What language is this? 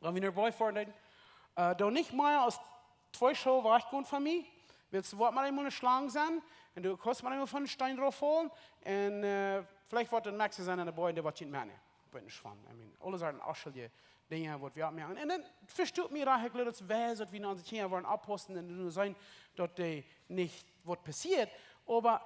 Plautdietsch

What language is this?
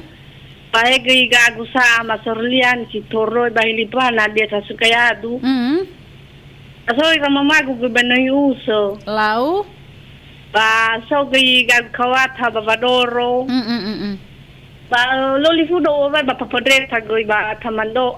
Nias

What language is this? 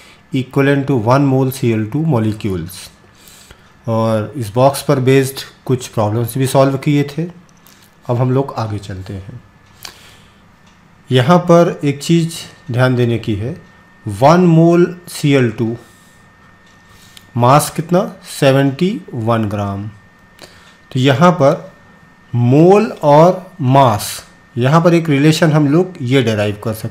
Hindi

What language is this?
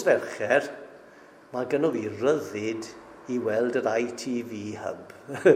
Welsh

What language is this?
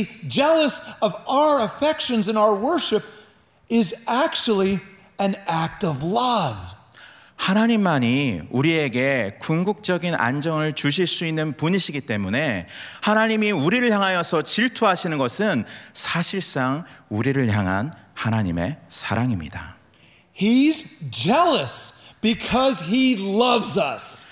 Korean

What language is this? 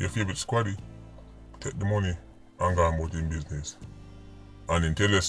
Jamaican Creole English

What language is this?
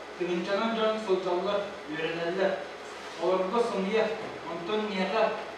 Yakut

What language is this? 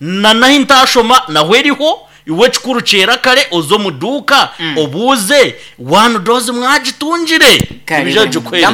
Nyankole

